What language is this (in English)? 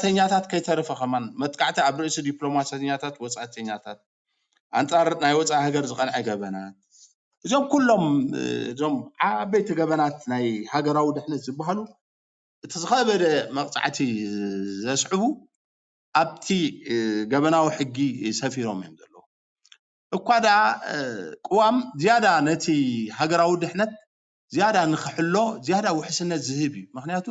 Tigrinya